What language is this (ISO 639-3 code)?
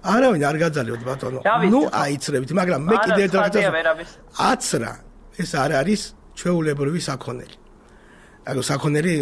kat